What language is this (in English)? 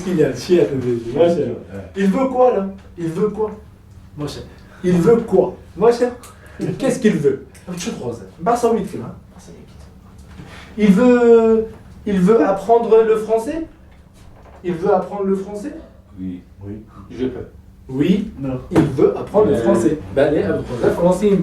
Kurdish